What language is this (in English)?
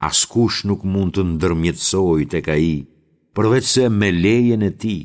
Albanian